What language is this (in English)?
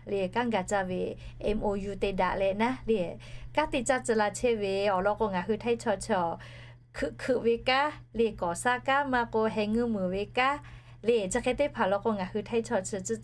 Lahu